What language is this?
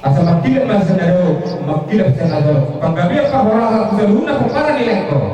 Batak Toba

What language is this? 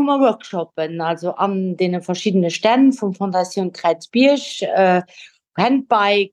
Luxembourgish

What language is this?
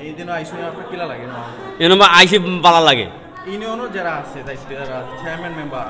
Sylheti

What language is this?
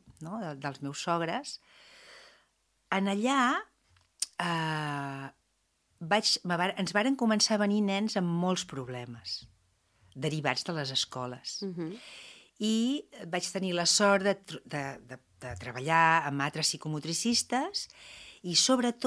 Catalan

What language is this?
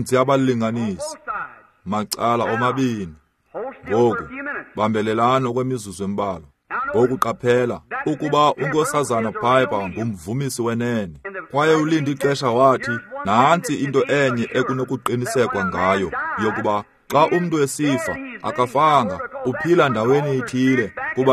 Xhosa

